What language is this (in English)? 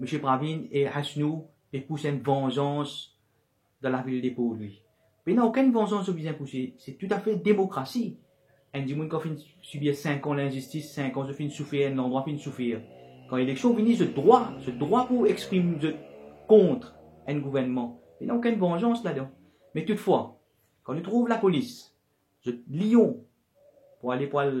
Morisyen